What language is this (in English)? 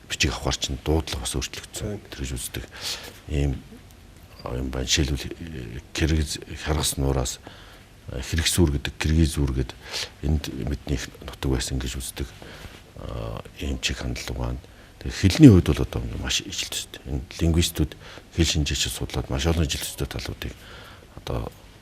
Mongolian